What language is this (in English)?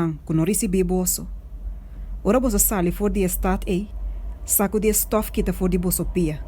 Papiamento